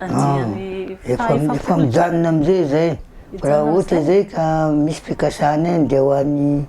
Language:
Malagasy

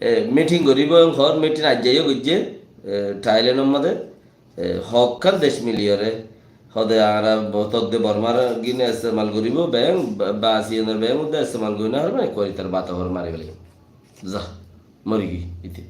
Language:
Rohingya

